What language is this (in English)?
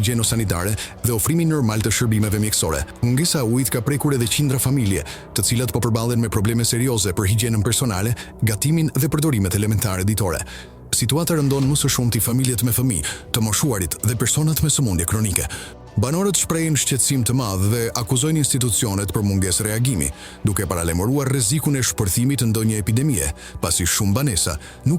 Albanian